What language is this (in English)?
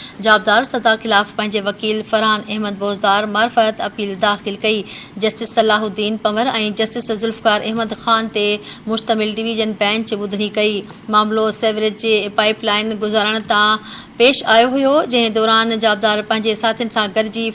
Sindhi